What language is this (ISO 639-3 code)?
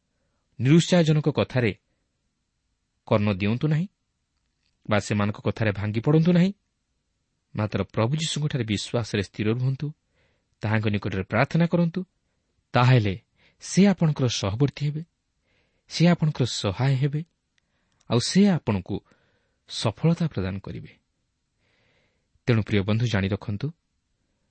ori